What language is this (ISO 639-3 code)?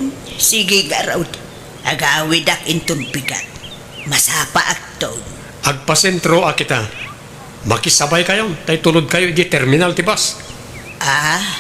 ilo